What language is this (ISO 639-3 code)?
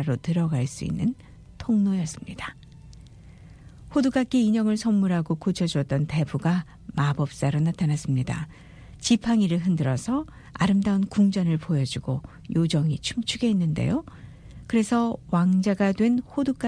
kor